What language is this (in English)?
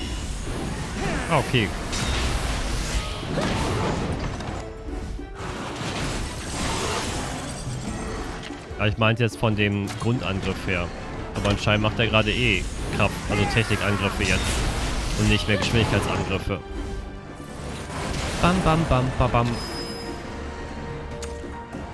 German